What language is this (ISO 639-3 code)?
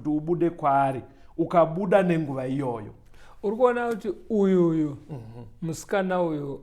sna